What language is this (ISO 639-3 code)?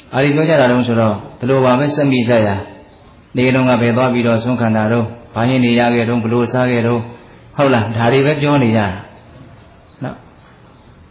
mya